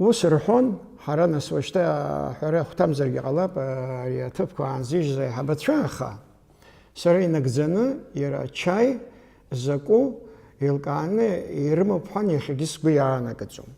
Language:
Abkhazian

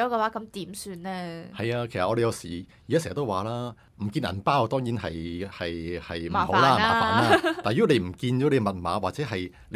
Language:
Cantonese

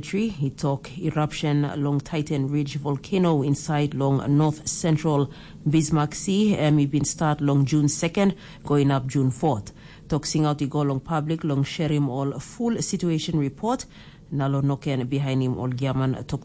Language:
Tok Pisin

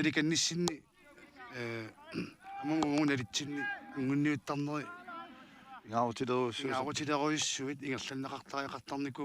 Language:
Kalaallisut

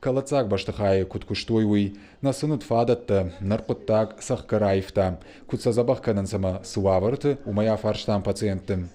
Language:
Ossetic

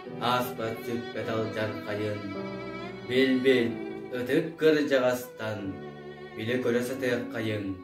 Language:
Yakut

